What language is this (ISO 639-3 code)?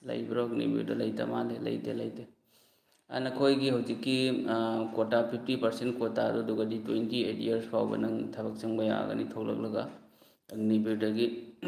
mni